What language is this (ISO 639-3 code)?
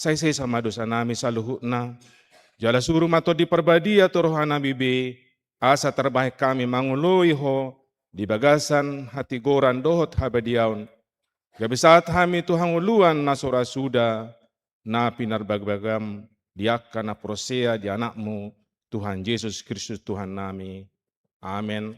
bbc